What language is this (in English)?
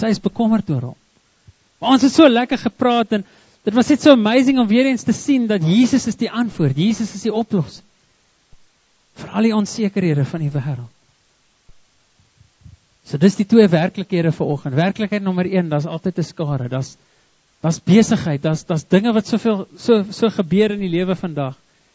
Afrikaans